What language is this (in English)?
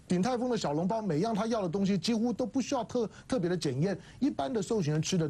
Chinese